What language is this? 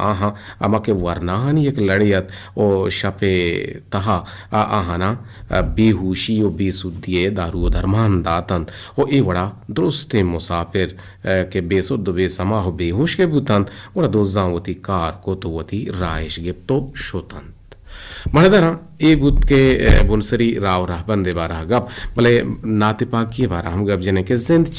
Eastern Balochi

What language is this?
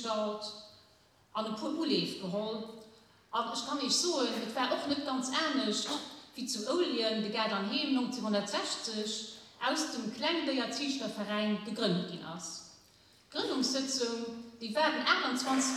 Luxembourgish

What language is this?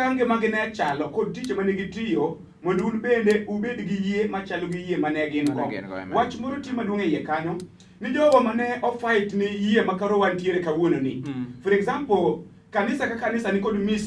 Luo (Kenya and Tanzania)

